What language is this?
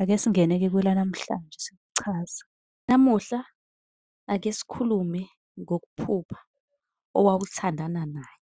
Zulu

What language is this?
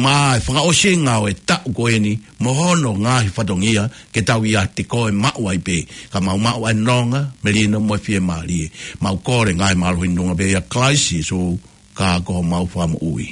Tongan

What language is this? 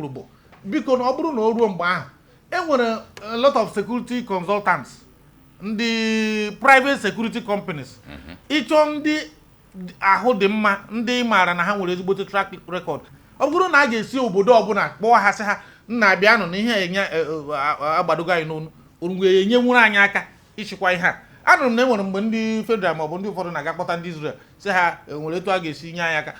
Igbo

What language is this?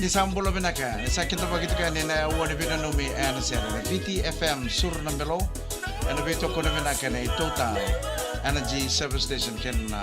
Fijian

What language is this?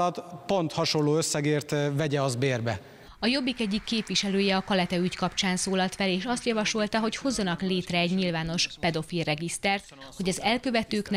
Hungarian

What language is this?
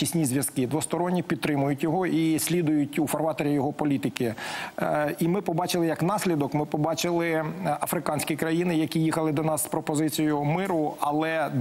Ukrainian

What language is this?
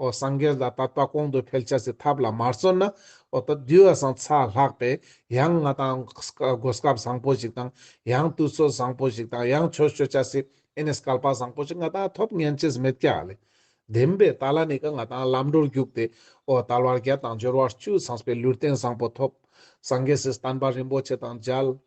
Ladakhi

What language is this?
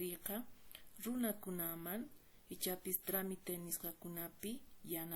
Quechua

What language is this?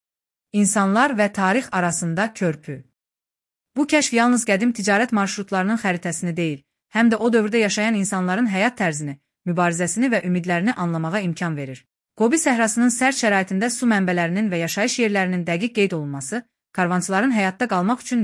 Azerbaijani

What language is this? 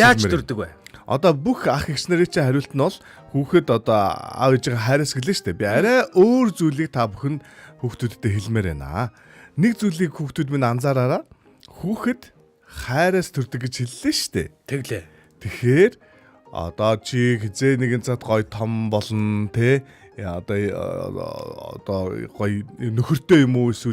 Mongolian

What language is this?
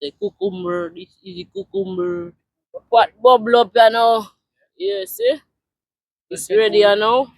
Jamaican Creole English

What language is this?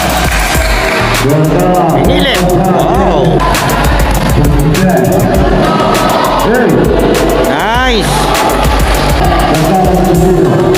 Filipino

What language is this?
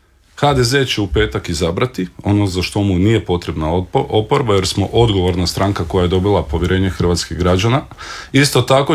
Croatian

